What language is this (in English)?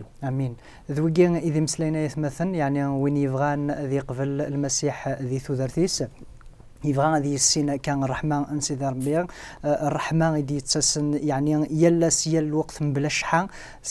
Kabyle